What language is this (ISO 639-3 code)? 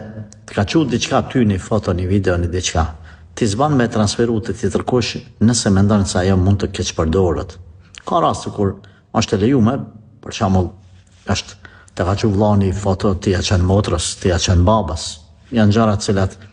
sqi